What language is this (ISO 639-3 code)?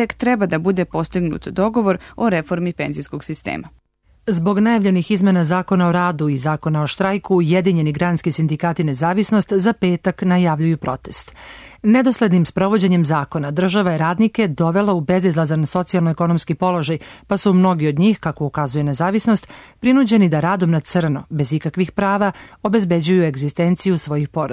srp